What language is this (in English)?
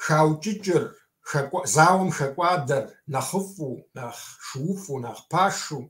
Kabardian